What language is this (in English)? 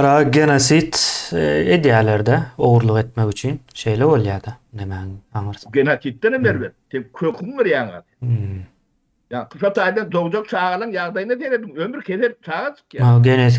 Turkmen